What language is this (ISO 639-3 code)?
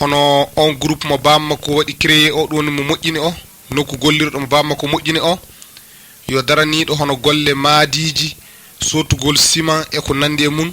ful